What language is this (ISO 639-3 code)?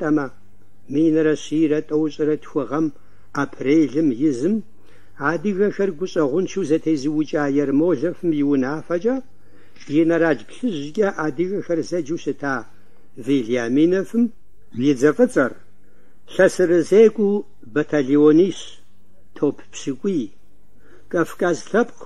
kbd